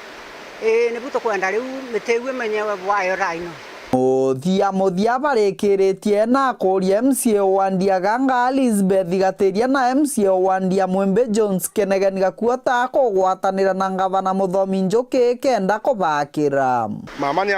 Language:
Meru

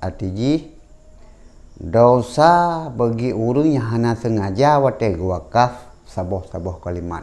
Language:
Achinese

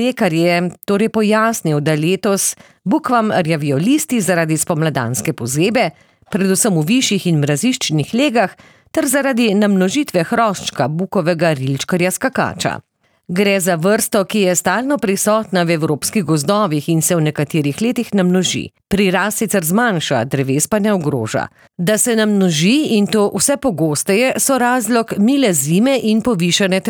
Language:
Slovenian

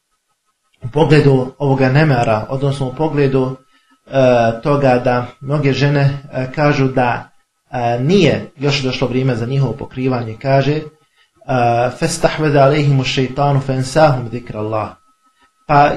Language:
Bosnian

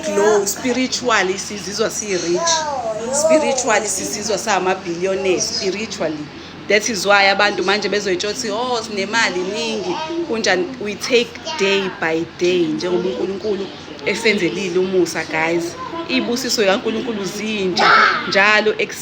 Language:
Zulu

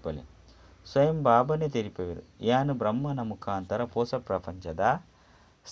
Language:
Tulu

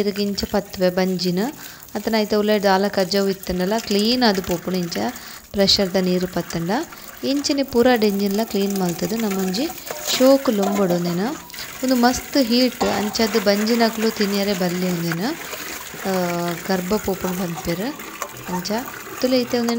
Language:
Tulu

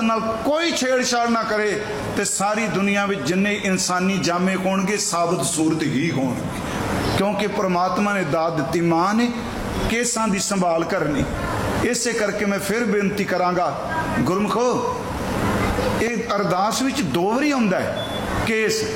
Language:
Punjabi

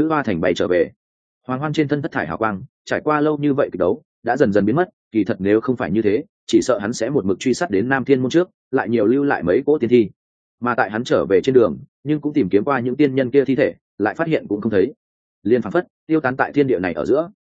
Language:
Vietnamese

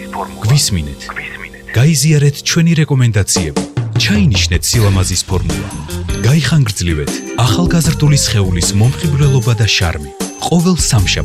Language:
Georgian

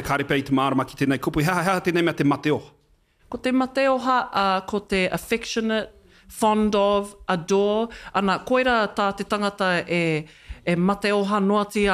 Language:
Māori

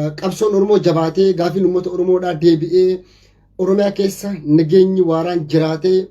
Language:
Oromo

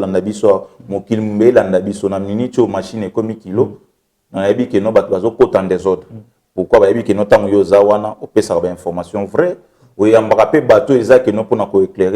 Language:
Lingala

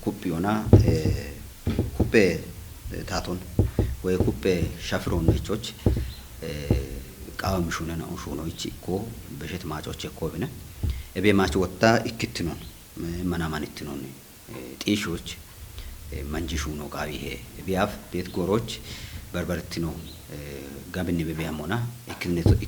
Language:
Kafa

